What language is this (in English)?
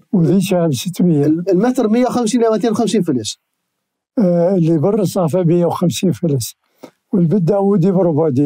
Mesopotamian Arabic